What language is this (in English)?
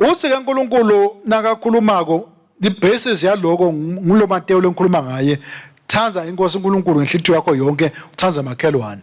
Swati